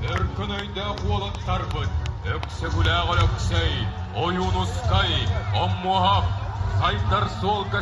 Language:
Yakut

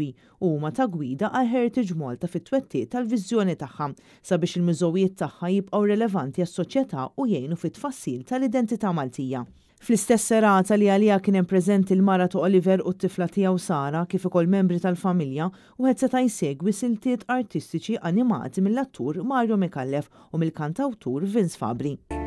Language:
Maltese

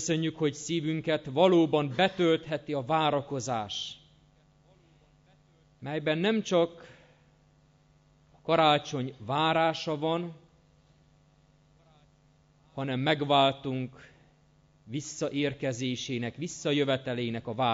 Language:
Hungarian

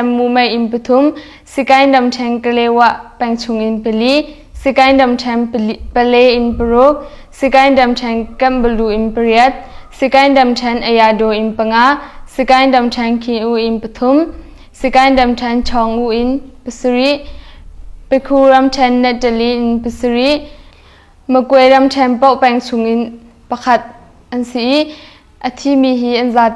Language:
Hakha Chin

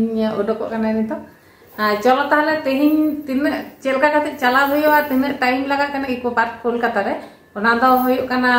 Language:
Santali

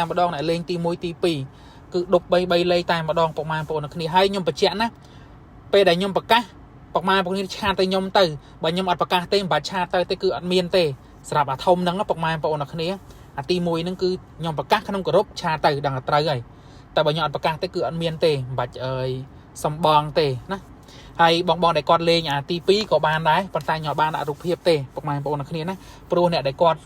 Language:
Khmer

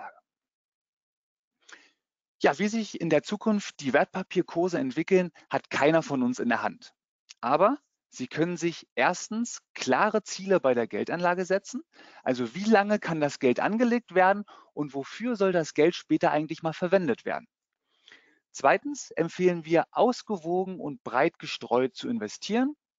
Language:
German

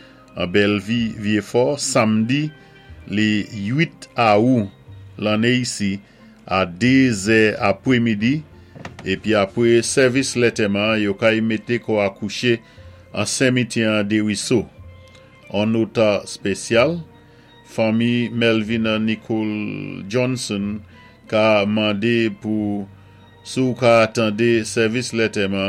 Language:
Saint Lucian Creole French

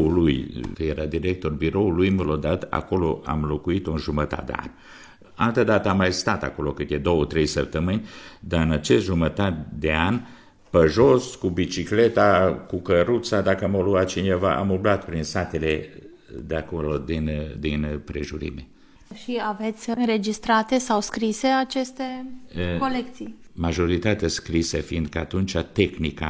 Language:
Romanian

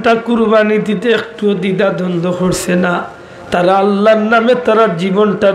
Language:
Sylheti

